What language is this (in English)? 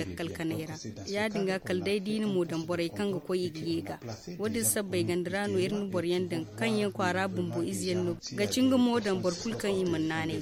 Zarma